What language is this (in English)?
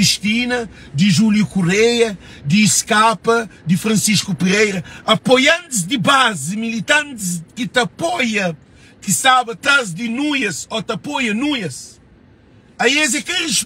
Kabuverdianu